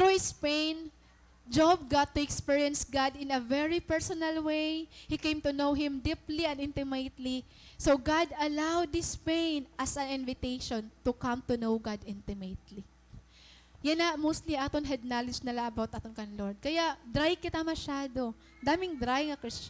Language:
Waray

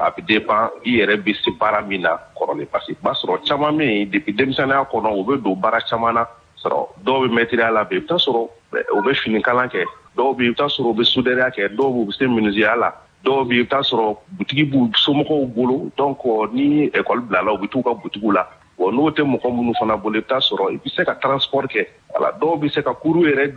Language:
Bambara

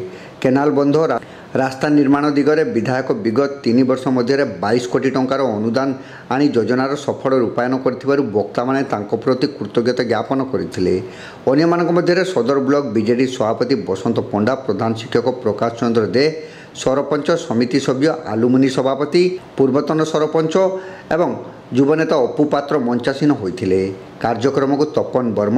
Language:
Odia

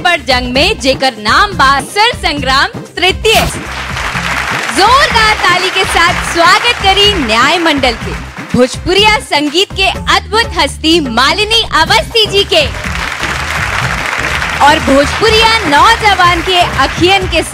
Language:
Bhojpuri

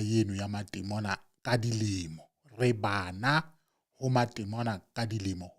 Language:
Southern Sotho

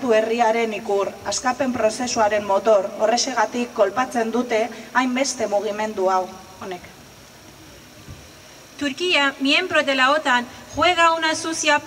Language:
Basque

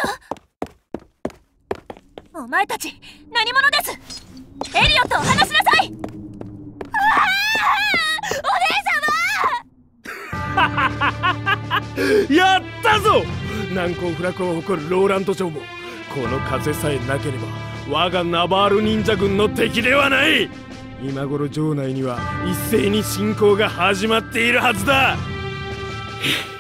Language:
Japanese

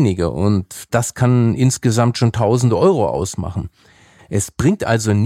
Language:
German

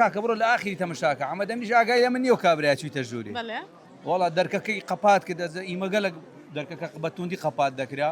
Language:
Central Kurdish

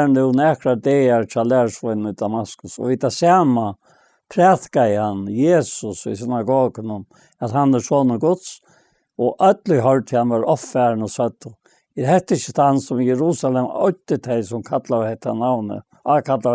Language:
Faroese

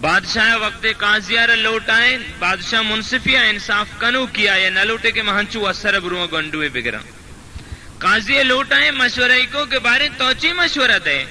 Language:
Baluchi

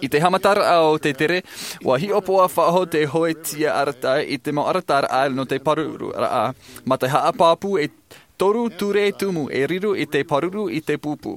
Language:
Tahitian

